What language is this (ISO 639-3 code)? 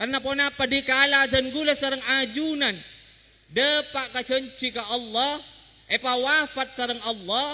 mad